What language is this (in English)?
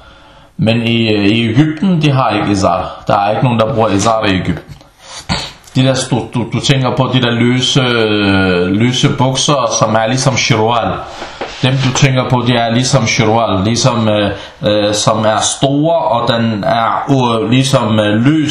Danish